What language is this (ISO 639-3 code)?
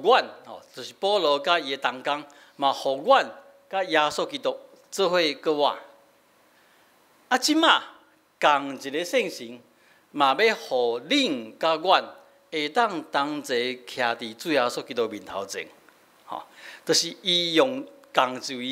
nan